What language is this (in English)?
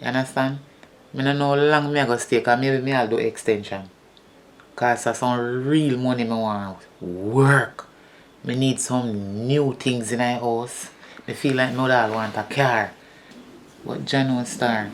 Jamaican Creole English